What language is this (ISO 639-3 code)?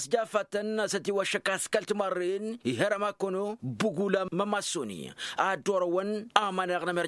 taq